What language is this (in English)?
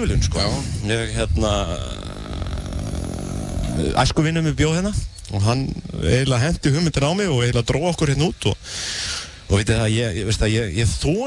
Icelandic